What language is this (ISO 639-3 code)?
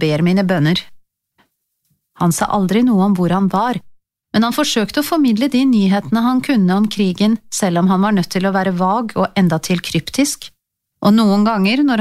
nor